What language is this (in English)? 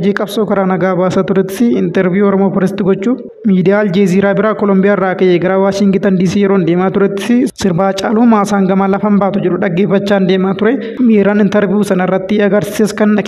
Oromo